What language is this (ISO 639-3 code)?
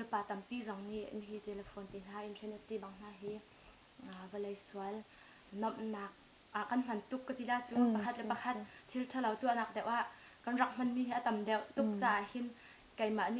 cnh